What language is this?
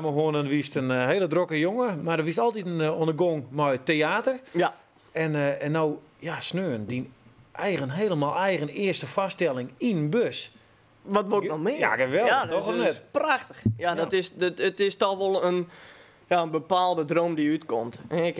Western Frisian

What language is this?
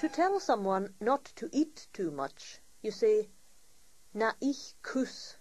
Scottish Gaelic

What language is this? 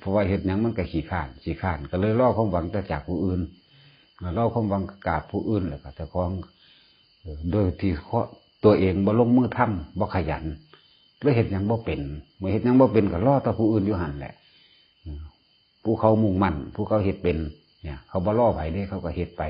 Northeastern Thai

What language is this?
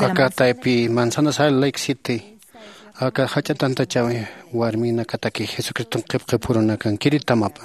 Aymara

